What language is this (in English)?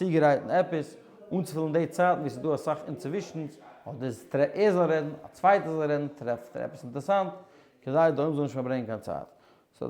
Yiddish